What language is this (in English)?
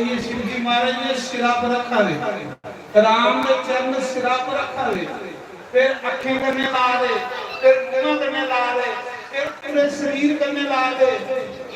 Dogri